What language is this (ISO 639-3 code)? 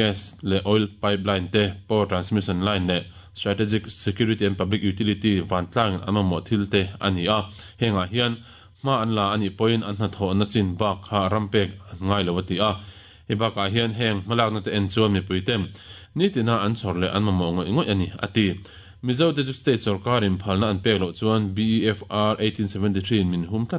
lus